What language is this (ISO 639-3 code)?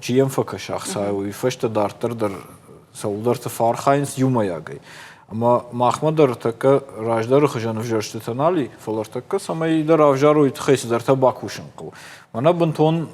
oss